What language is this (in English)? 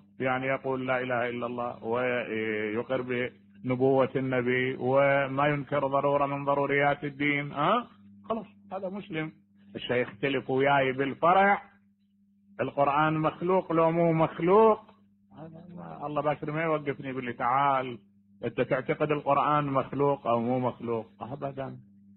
Mesopotamian Arabic